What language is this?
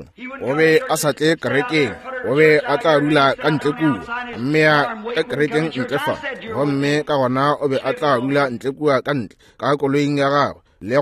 Northern Sotho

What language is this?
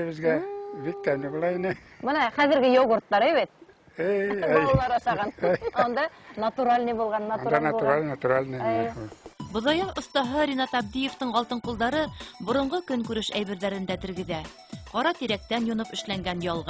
Bashkir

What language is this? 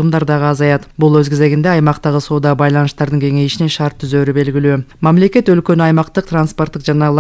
Kyrgyz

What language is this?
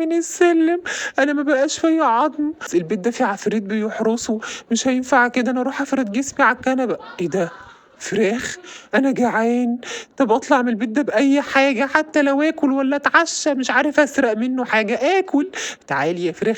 Egyptian Arabic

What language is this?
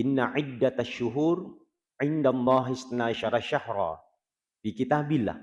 Buginese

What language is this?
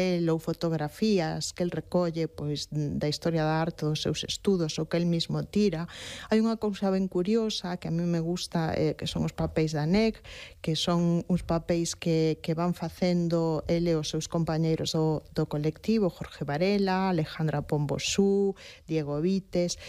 Galician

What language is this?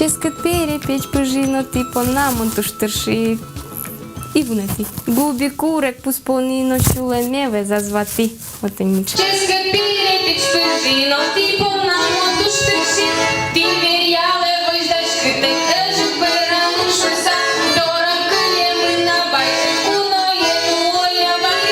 Udmurt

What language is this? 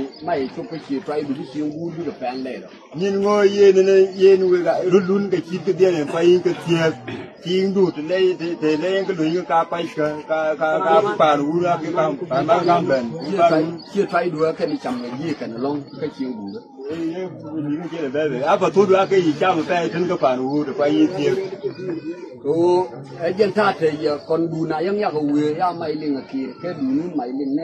Nuer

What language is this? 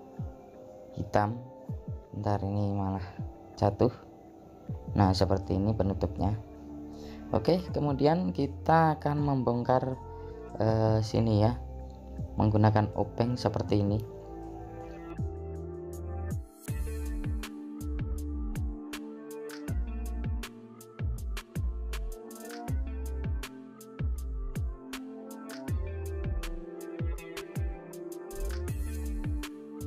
Indonesian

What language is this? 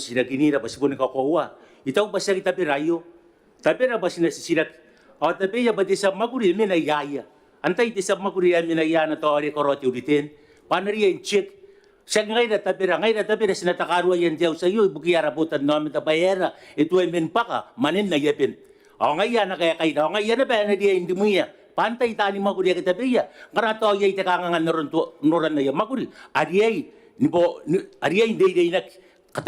Gilbertese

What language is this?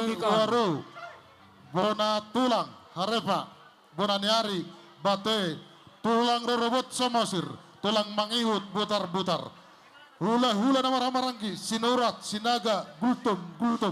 Batak Toba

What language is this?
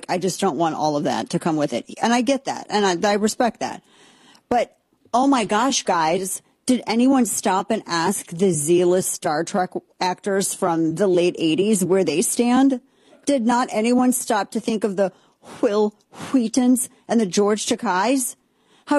English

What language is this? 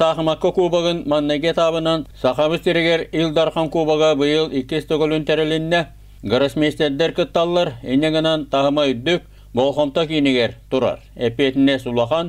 Yakut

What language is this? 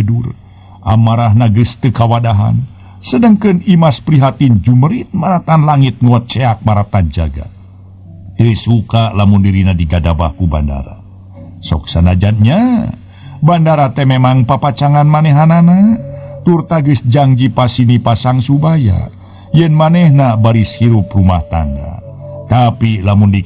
Sundanese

